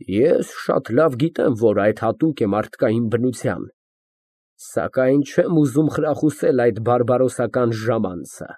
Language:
Armenian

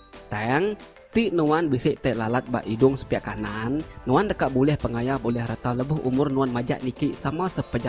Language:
Iban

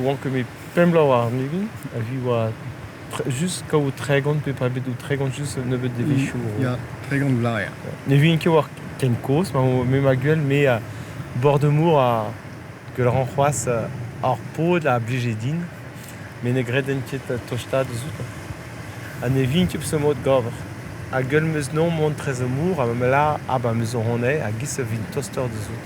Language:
Breton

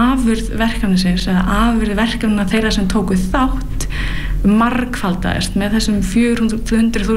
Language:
Icelandic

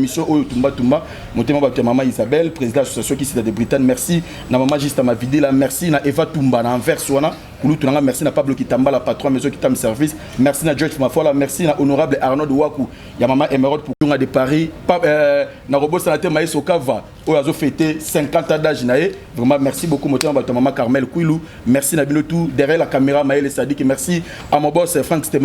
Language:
Lingala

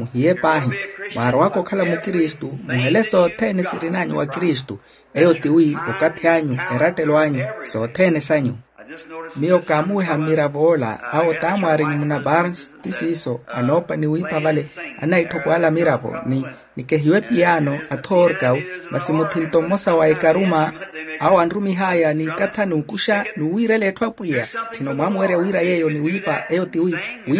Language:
Makhuwa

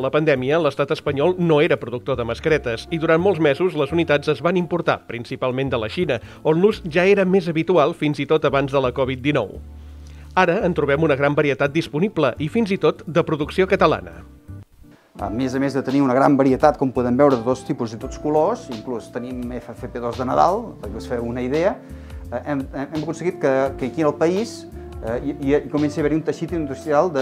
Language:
Catalan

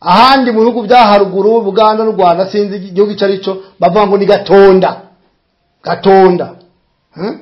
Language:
Rundi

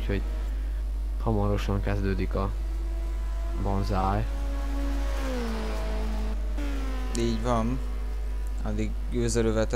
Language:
Hungarian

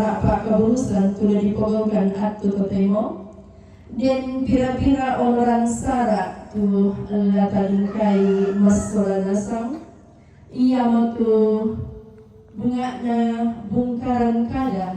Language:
Toraja-Sa'dan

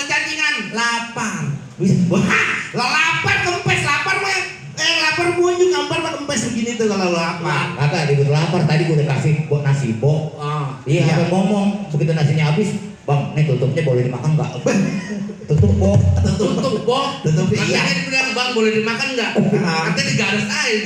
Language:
Betawi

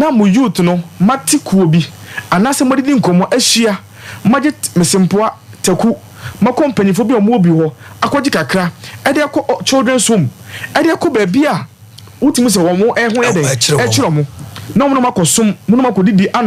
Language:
Akan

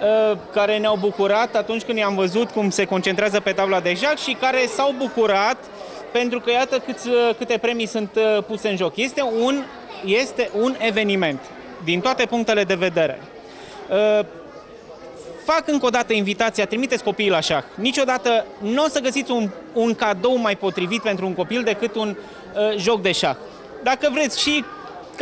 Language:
Romanian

